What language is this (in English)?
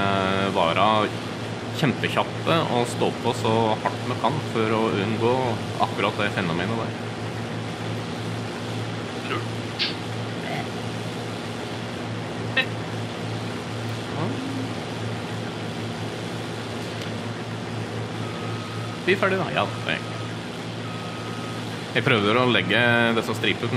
Norwegian